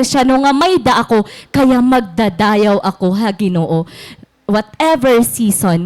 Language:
Waray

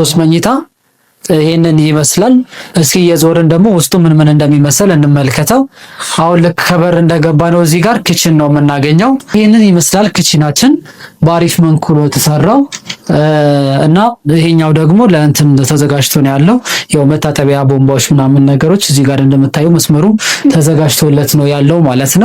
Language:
Amharic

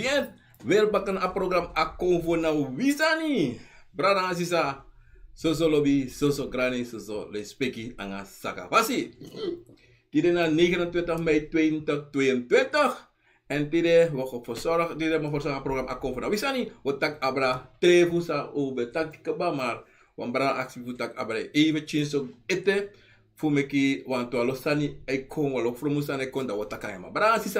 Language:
Sranan Tongo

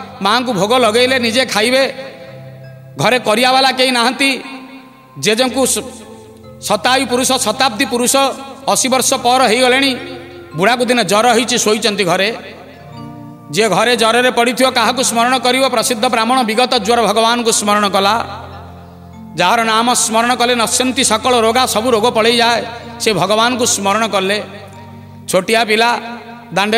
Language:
Odia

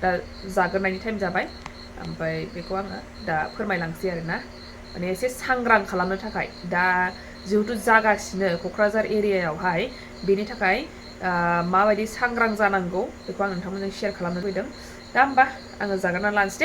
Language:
Bodo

